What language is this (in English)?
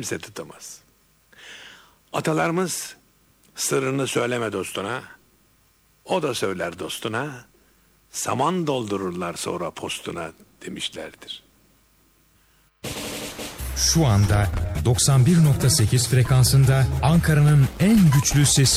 Turkish